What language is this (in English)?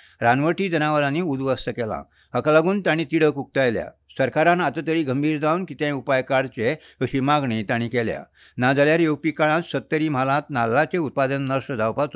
Konkani